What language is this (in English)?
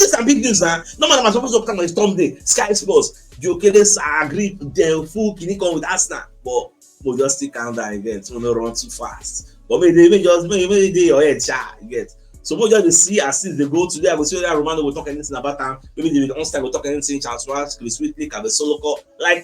Nigerian Pidgin